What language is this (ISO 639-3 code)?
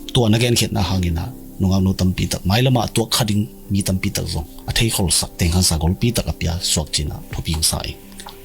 ctd